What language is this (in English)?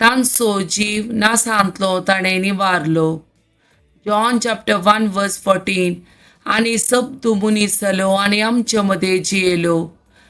Konkani